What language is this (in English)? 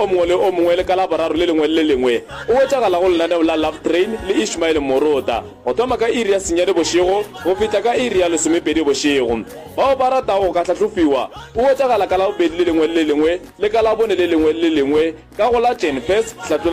Northern Sotho